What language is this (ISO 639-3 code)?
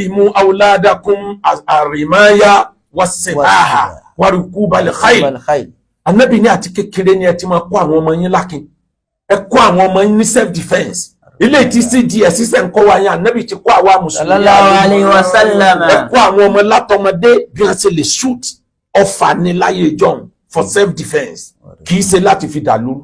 yor